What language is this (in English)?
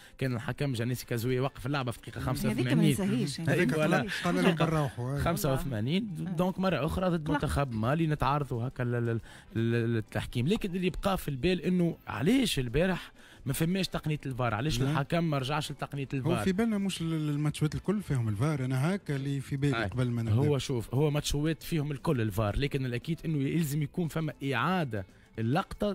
Tunisian Arabic